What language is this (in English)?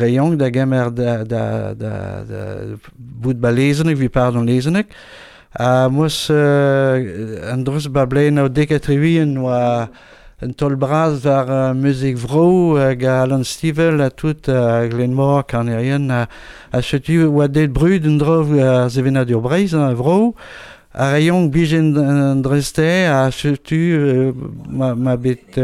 Breton